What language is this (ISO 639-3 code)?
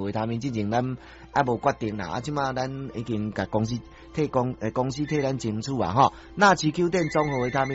nan